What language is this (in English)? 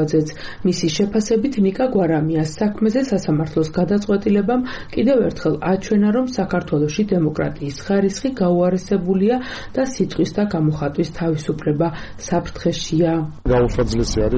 Georgian